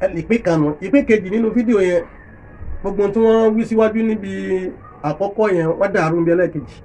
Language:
Yoruba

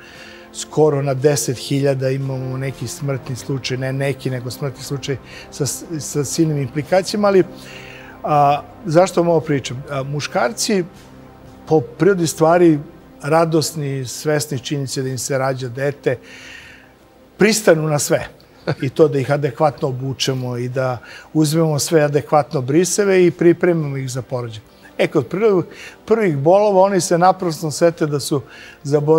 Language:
Serbian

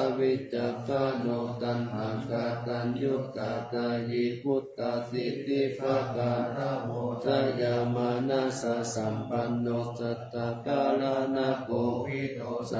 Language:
Pali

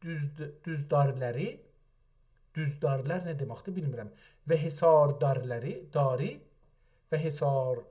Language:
South Azerbaijani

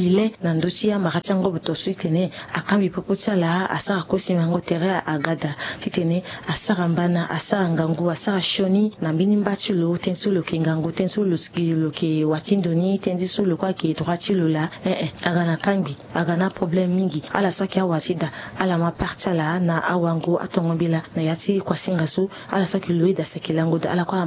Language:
Sango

